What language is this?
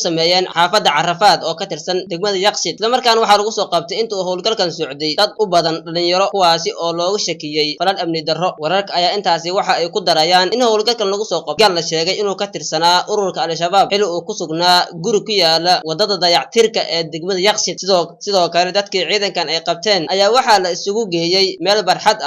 Somali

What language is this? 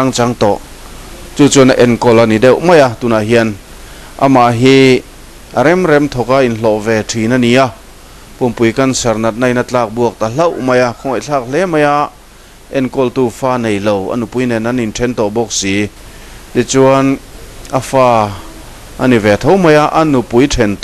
Mizo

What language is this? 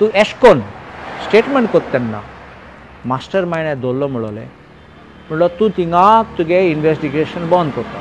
Konkani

